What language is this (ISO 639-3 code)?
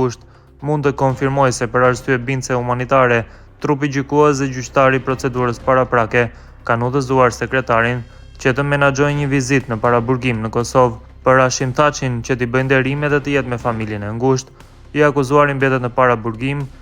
sqi